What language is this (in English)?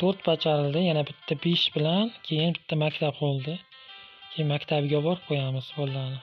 Uzbek